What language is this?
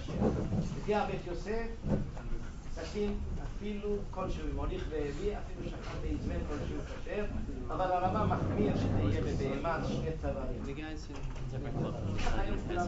Hebrew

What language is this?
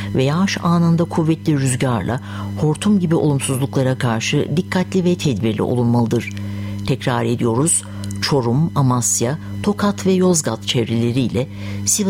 Turkish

